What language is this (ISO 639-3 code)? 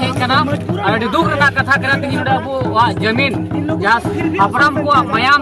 sat